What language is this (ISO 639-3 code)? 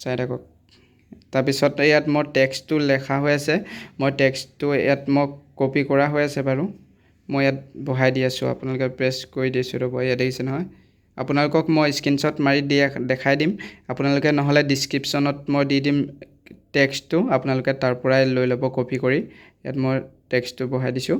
asm